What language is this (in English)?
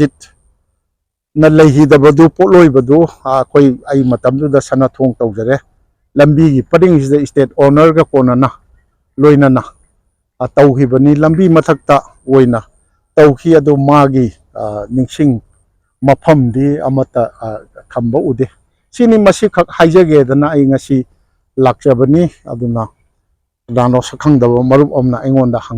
Manipuri